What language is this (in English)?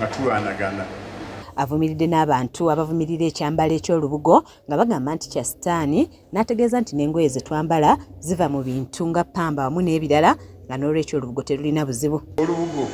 Ganda